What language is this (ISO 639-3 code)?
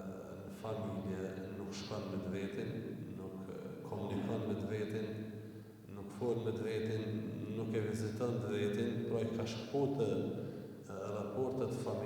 sqi